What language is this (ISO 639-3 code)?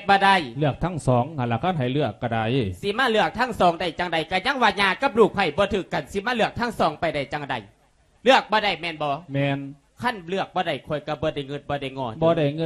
lao